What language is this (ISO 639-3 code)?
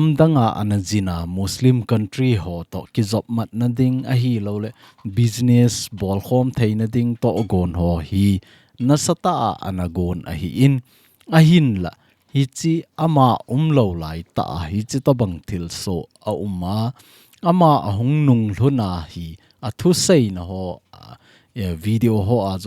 tcz